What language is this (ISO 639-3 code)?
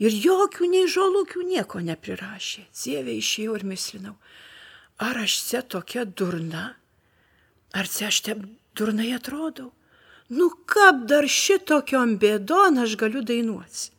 lit